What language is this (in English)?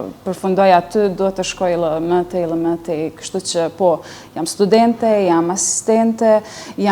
Albanian